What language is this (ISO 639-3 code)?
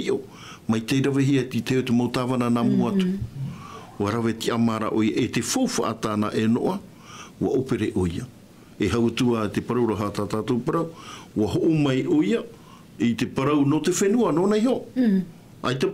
tah